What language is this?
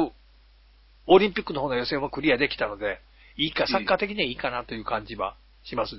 Japanese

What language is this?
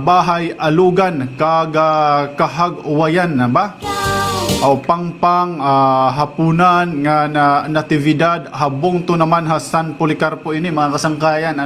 Waray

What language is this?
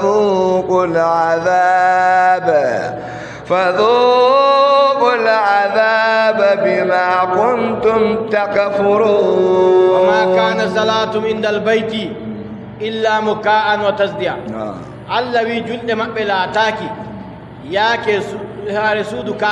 Adamawa Fulfulde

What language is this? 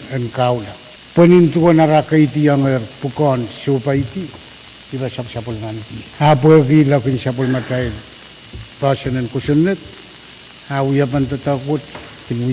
Pohnpeian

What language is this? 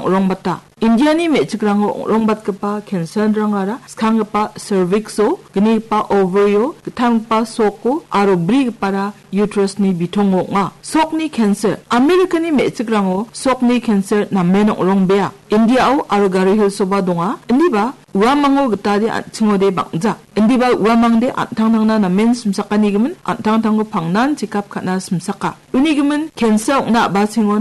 Garo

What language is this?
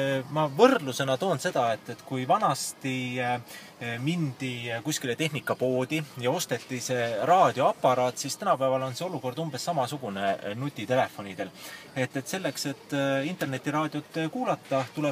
Estonian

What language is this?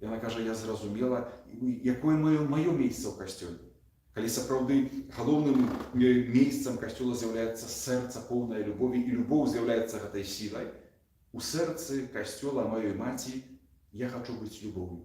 Belarusian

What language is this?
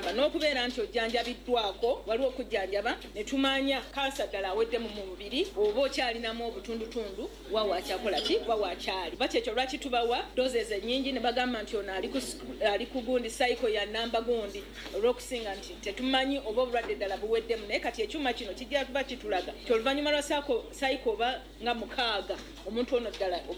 Ganda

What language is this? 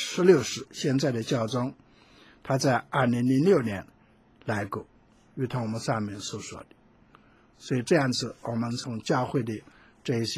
Chinese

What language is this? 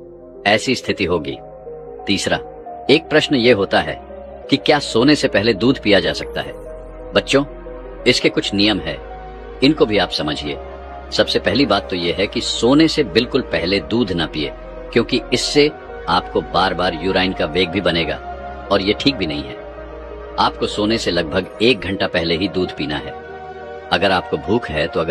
Hindi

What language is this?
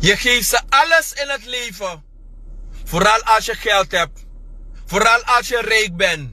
Sranan Tongo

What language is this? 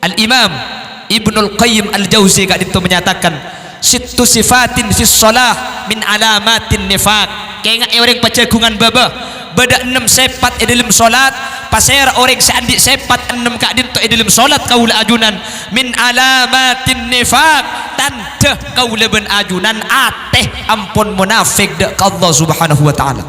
Madurese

